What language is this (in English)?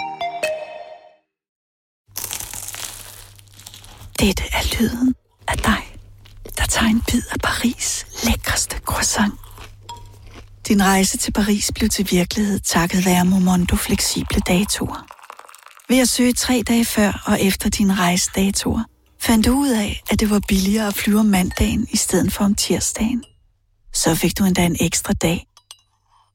Danish